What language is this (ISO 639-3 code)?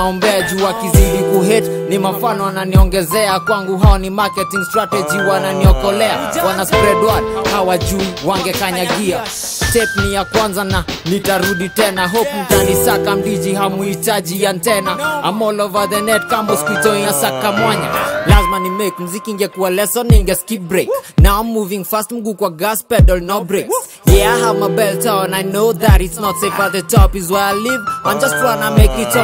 swa